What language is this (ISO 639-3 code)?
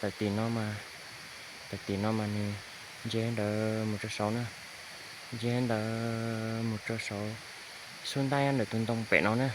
hmn